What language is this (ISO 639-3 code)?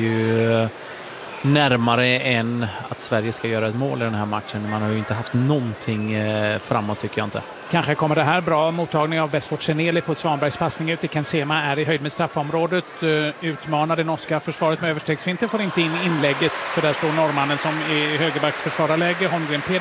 swe